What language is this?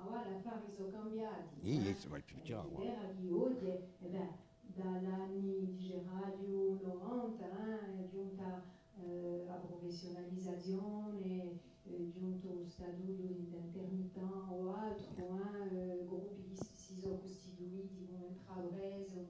Corsican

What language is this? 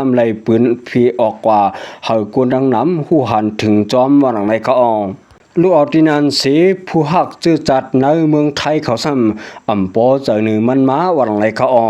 Shan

